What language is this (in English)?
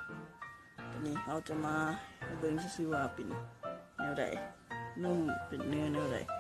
Lao